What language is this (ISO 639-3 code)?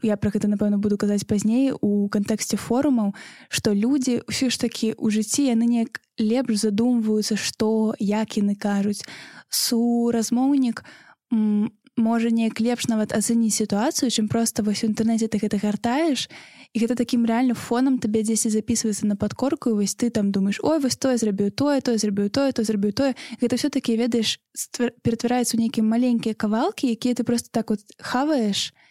bel